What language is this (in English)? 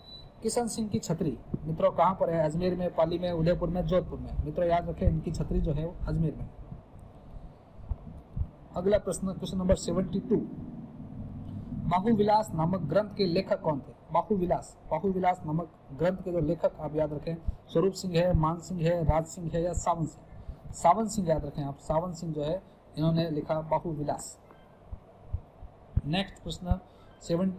Hindi